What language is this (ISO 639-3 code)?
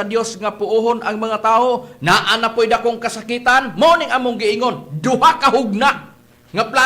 ceb